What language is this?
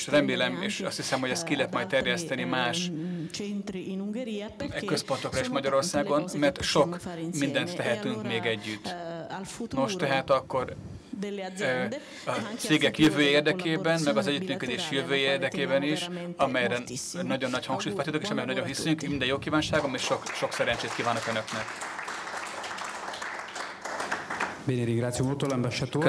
Hungarian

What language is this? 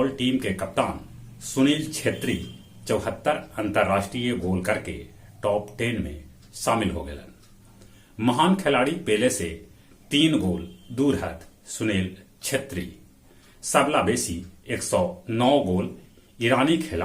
Magahi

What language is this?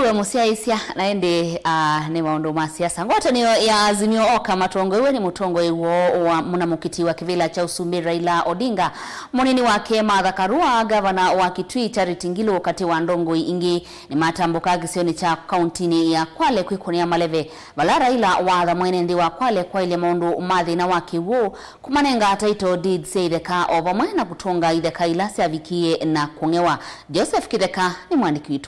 Kamba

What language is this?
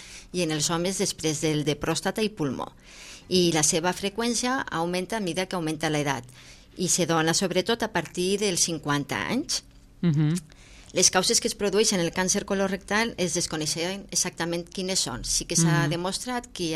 Catalan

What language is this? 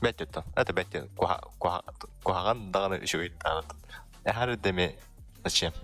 Yakut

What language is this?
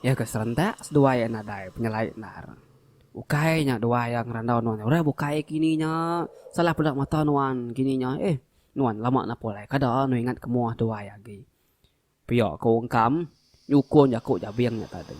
Iban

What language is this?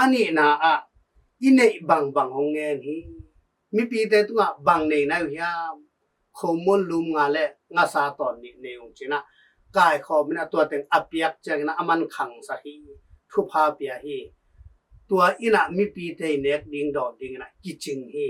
Tedim Chin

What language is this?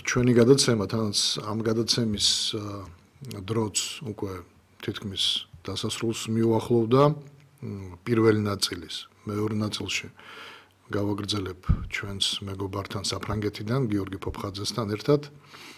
Georgian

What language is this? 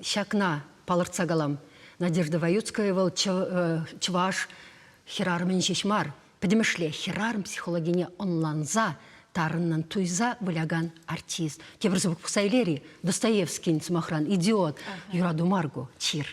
Chuvash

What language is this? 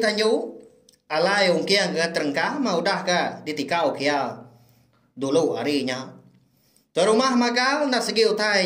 Iban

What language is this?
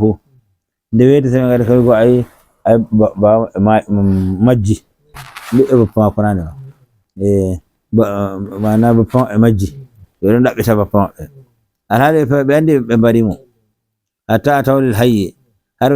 Nigerian Fulfulde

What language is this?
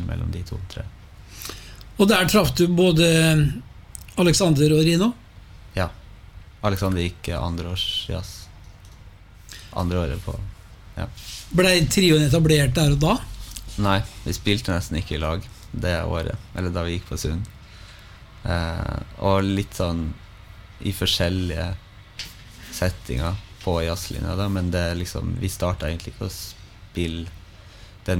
Norwegian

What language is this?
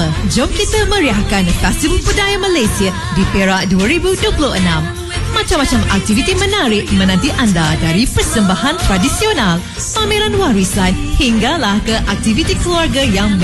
Malay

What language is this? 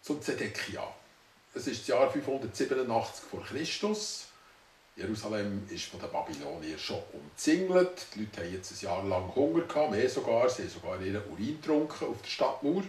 Swiss German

